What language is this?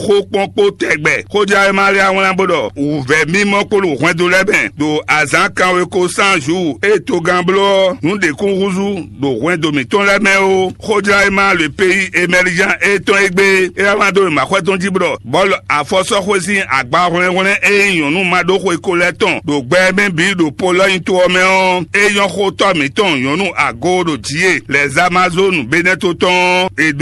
Fon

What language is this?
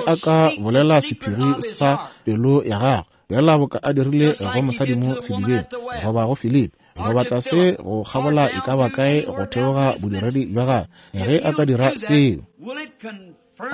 Northern Sotho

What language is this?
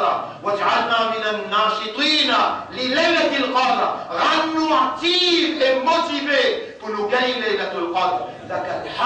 Morisyen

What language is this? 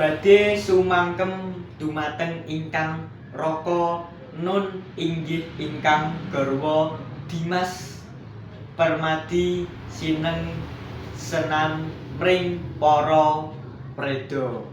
Javanese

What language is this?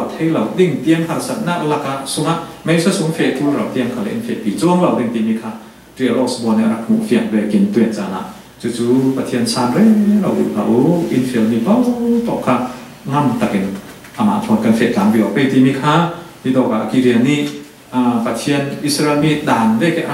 Falam Chin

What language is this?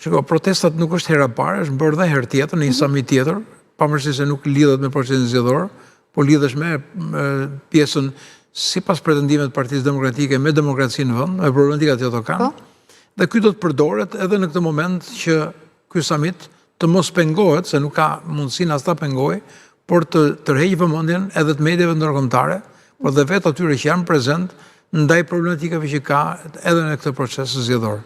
Albanian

